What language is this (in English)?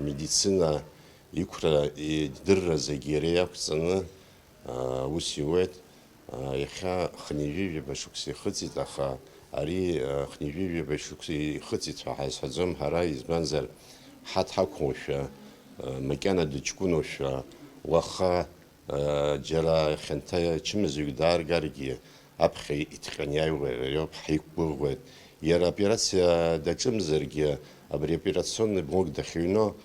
Abkhazian